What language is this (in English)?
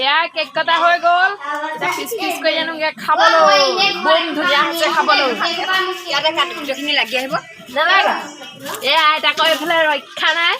Assamese